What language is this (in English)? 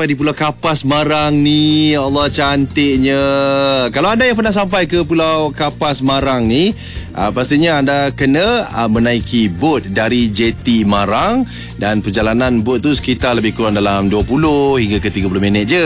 Malay